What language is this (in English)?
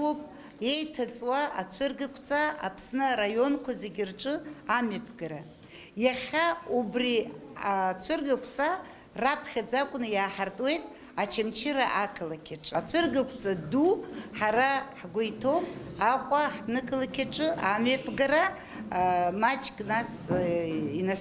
Abkhazian